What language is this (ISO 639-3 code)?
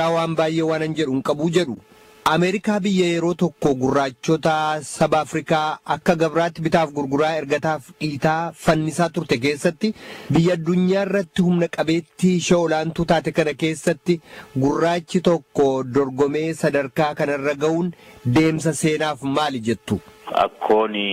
orm